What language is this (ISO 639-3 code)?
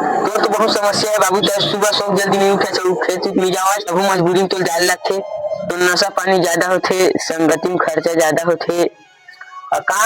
hne